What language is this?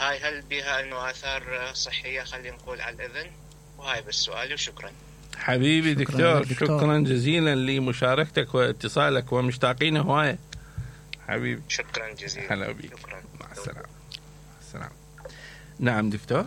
Mesopotamian Arabic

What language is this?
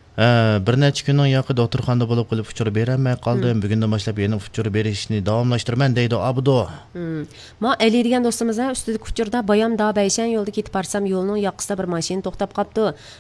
Uyghur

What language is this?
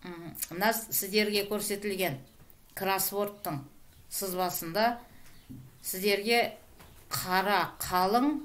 Kazakh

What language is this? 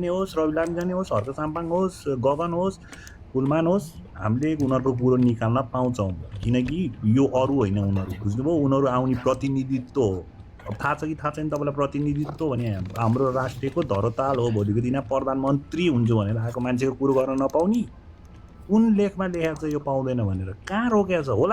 Nepali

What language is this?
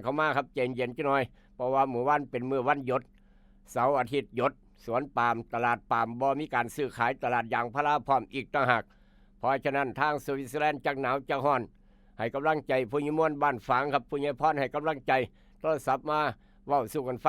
Northeastern Thai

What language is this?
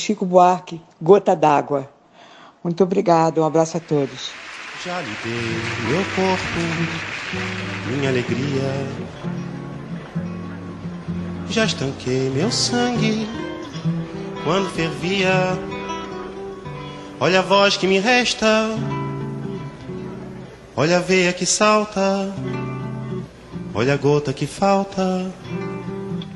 Portuguese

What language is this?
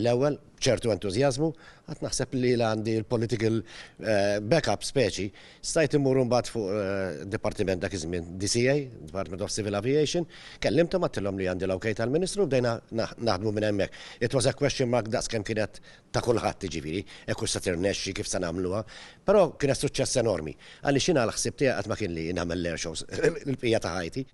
Maltese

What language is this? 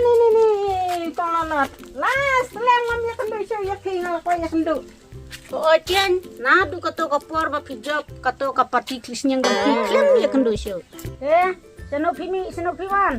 Khasi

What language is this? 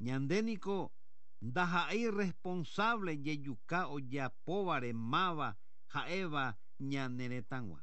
Guarani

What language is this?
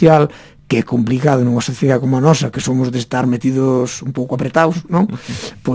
Galician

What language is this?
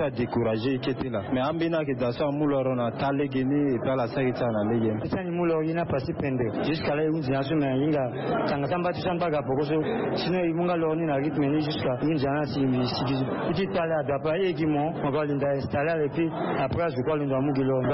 Sango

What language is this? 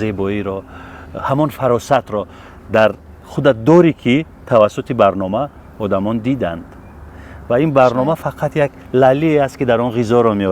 Tajik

